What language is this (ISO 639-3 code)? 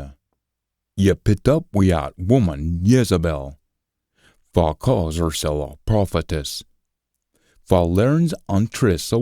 sco